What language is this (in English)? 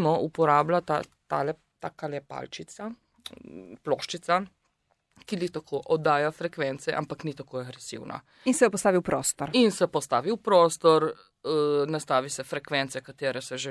Slovenian